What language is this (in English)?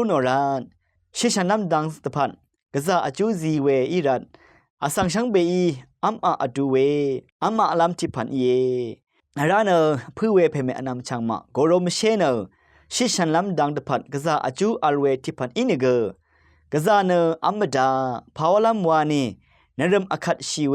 Rawang